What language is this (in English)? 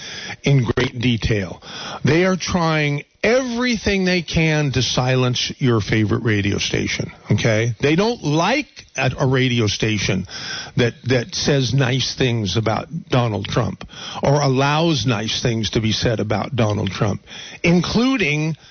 English